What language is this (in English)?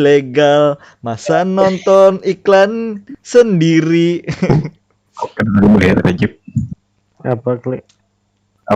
Banjar